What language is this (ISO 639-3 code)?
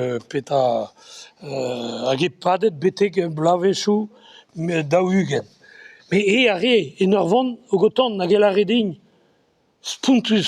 bre